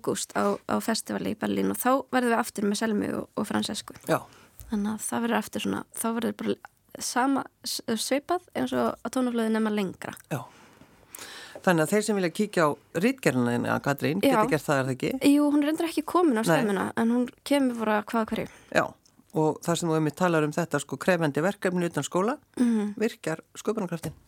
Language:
Icelandic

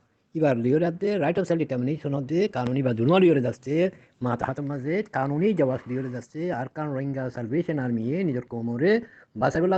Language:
Rohingya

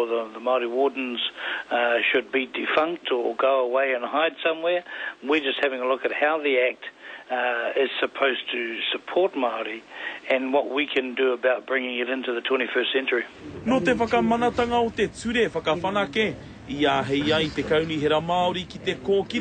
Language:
Māori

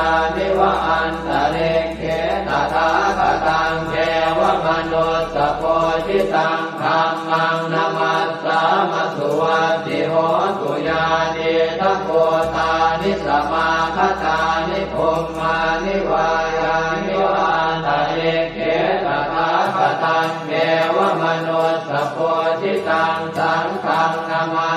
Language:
Pali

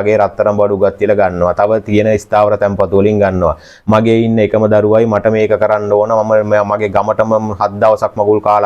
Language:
Sinhala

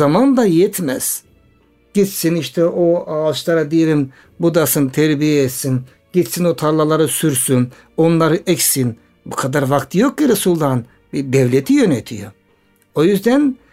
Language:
Turkish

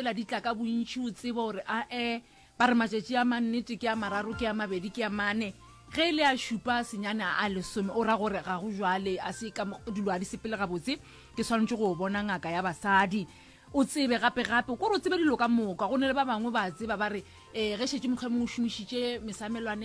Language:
Northern Sotho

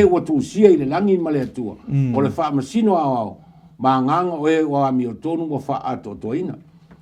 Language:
Samoan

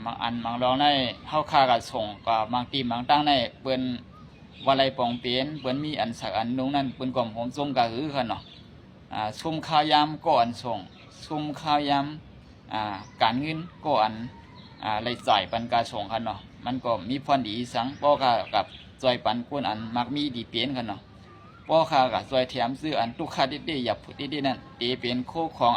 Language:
Shan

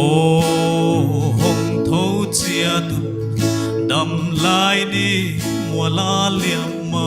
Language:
Paite Chin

